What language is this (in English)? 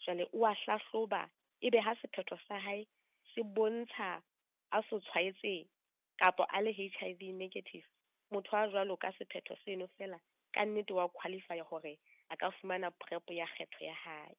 Southern Sotho